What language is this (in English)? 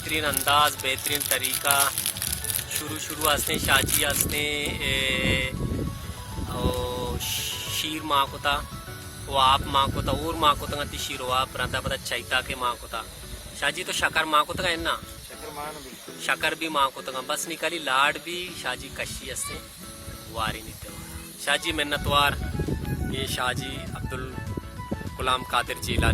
Baluchi